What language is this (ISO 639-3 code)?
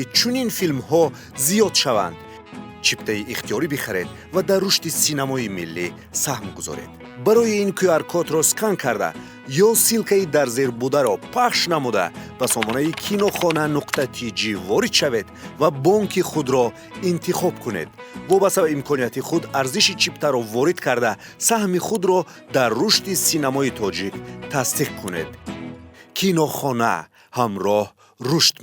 tgk